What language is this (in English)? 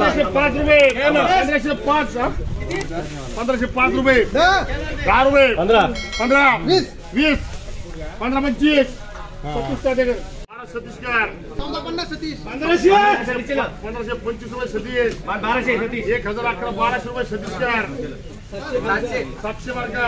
Marathi